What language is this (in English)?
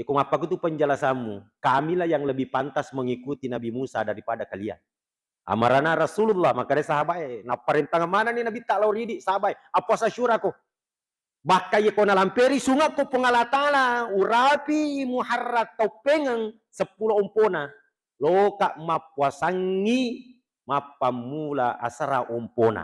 Buginese